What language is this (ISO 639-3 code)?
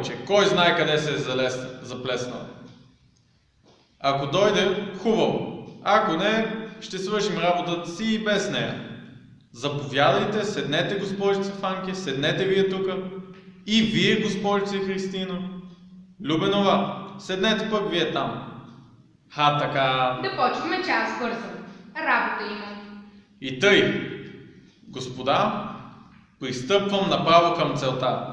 bul